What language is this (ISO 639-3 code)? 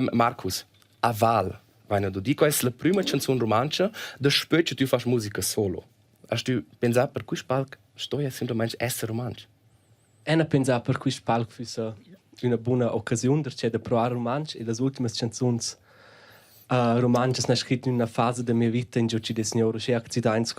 roh